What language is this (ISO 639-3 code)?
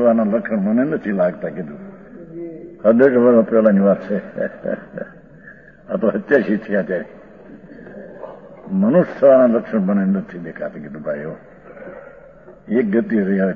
guj